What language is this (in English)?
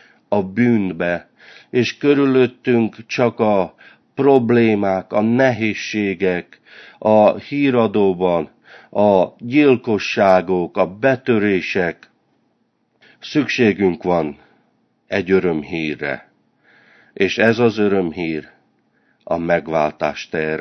Hungarian